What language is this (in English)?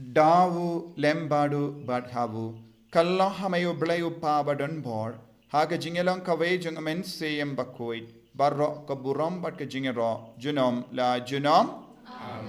Khasi